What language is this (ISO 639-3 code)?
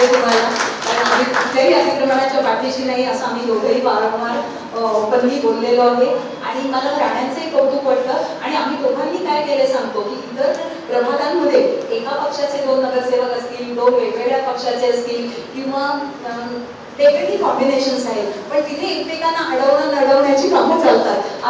mar